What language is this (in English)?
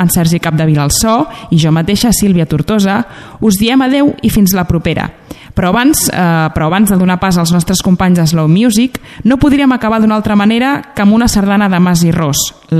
Catalan